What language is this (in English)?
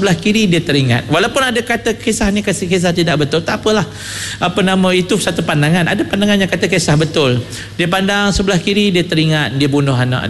Malay